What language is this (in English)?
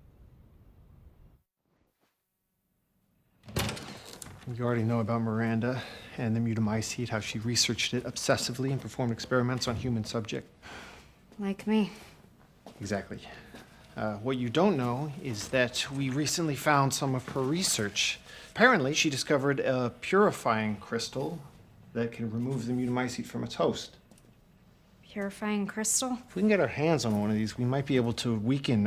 English